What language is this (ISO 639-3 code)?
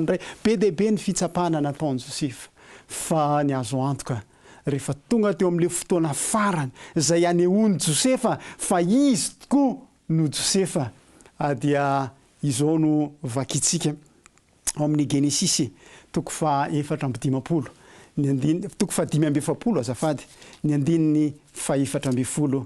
mlg